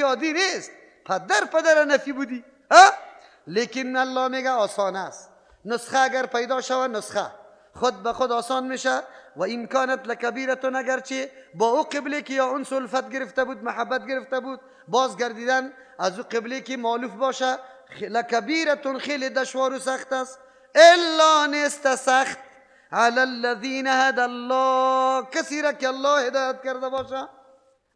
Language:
Persian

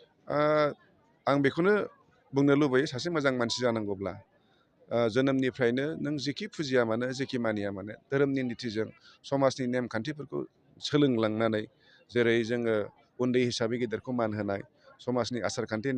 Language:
Bodo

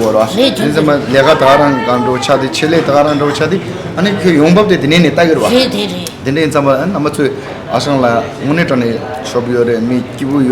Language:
Tibetan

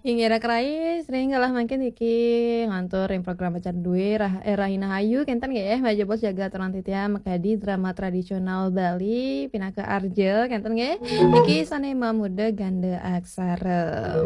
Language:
Balinese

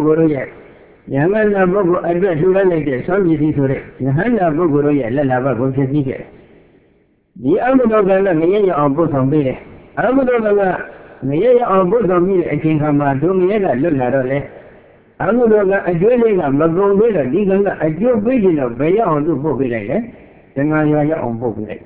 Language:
Burmese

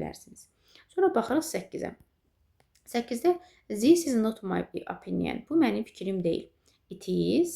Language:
Azerbaijani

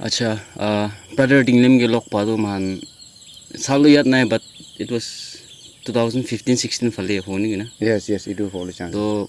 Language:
Naga Pidgin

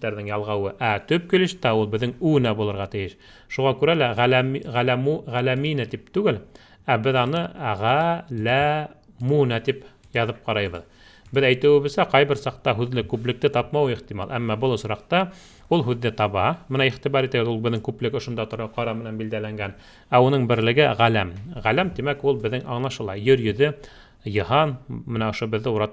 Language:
Bashkir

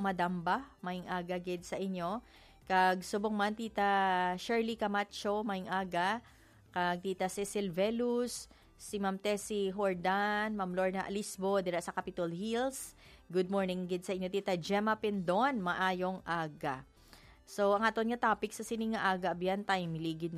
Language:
Hiligaynon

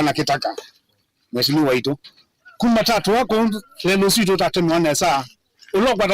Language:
Kamba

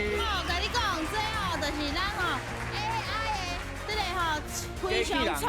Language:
Min Nan Chinese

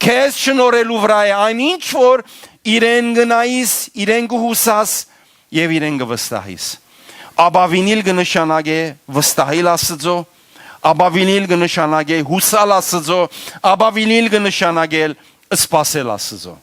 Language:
Western Armenian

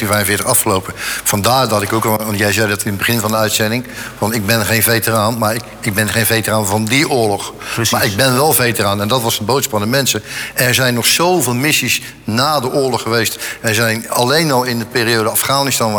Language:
Dutch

